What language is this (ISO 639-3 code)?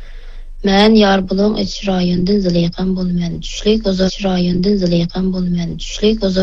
uig